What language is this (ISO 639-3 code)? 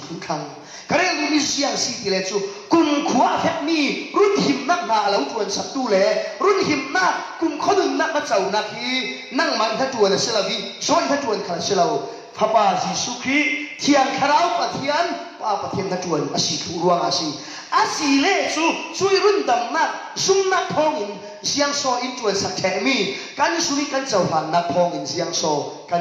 cfm